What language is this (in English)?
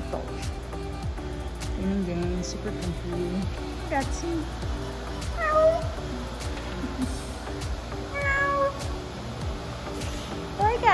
Portuguese